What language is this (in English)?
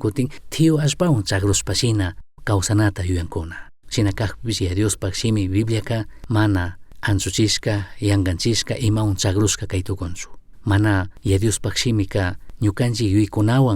Chimborazo Highland Quichua